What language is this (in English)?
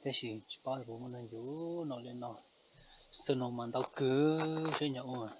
Hmong